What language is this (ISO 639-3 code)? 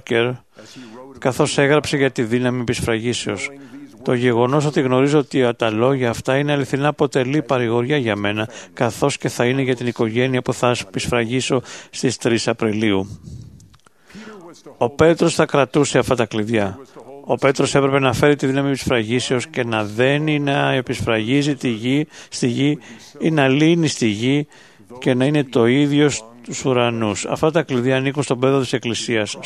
ell